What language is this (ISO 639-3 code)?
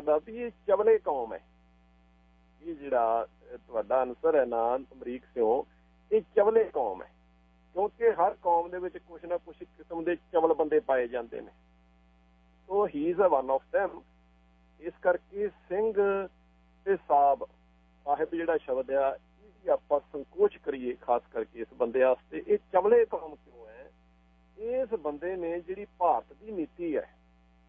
pan